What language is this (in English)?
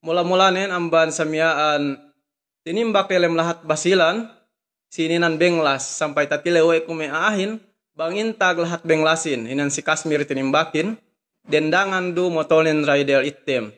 Yakan